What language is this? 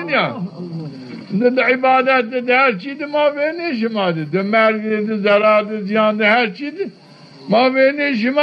Zaza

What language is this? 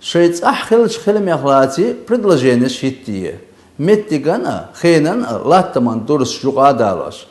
Chechen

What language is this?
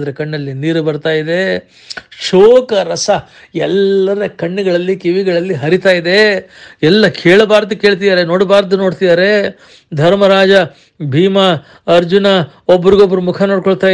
Kannada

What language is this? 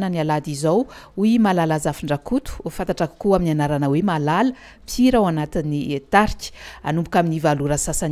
Malagasy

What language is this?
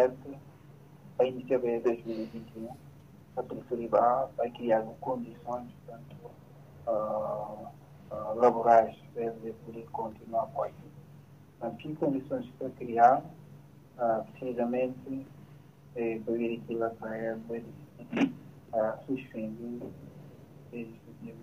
Portuguese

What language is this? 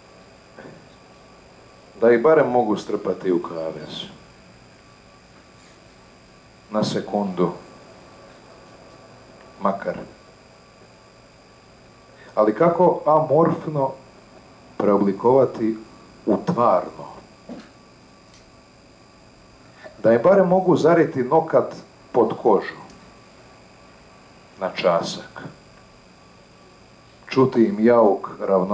Croatian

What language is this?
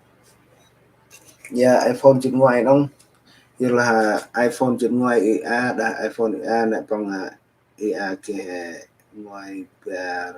Central Mnong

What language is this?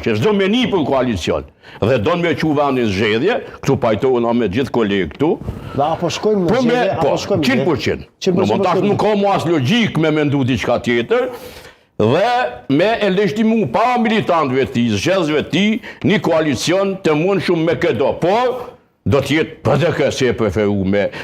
Albanian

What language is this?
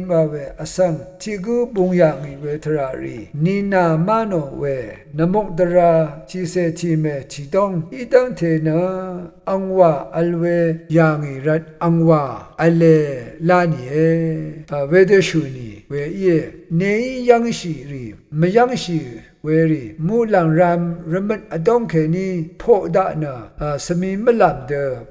Rawang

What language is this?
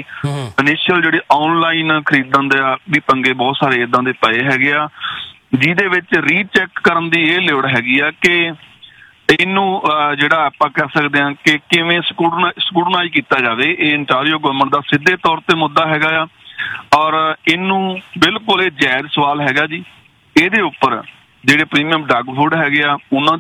Punjabi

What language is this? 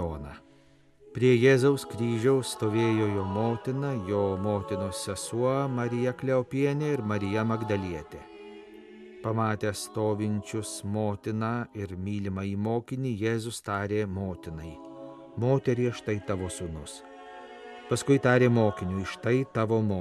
Lithuanian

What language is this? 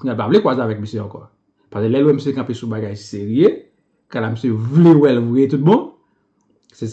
Haitian Creole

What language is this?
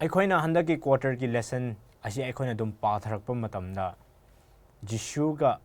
Manipuri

